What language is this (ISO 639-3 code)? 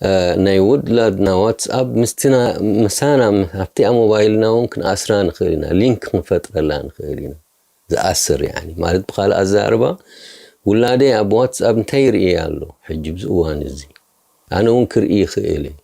tir